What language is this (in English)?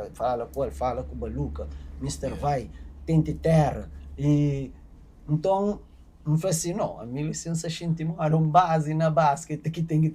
Kabuverdianu